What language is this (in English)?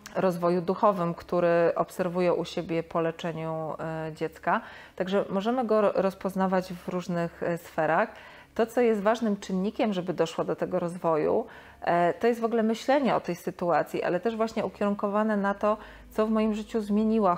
Polish